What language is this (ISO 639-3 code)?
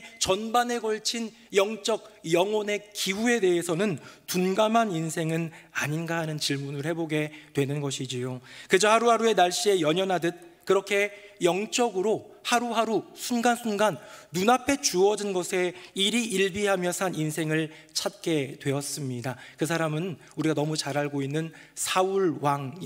kor